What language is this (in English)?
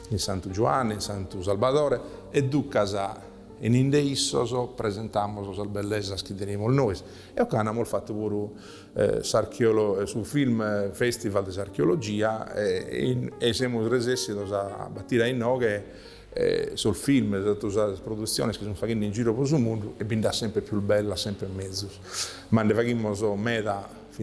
Sardinian